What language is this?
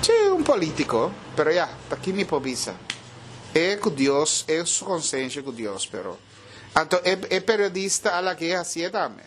Papiamento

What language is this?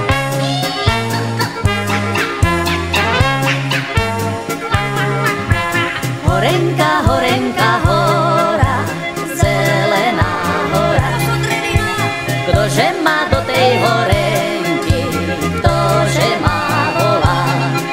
Slovak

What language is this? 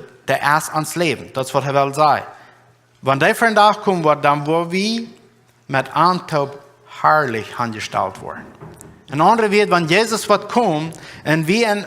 Plautdietsch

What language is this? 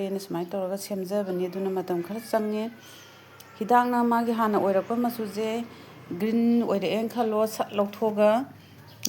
Manipuri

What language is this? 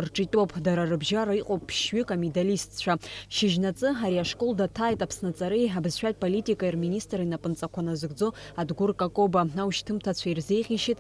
Abkhazian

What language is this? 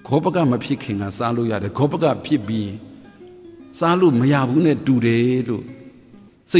Burmese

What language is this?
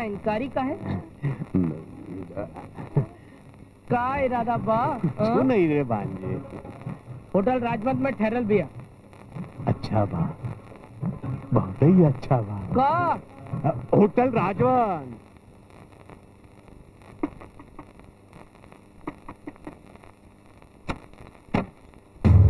Bhojpuri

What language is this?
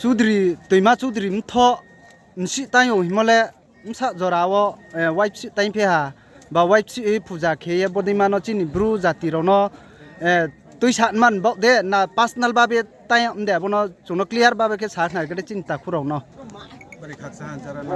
Riang (India)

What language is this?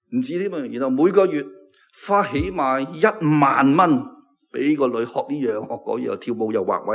Cantonese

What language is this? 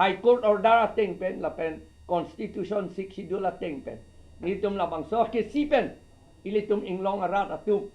Karbi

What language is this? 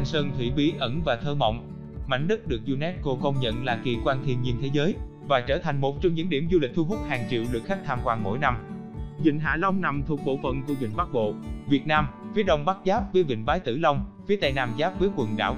Vietnamese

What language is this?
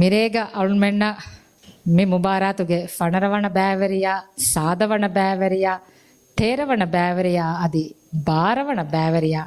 Divehi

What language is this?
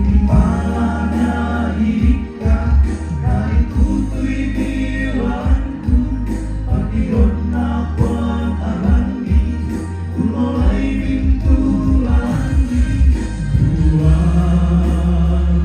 Toraja-Sa'dan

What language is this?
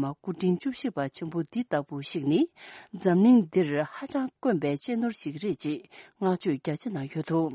Tibetan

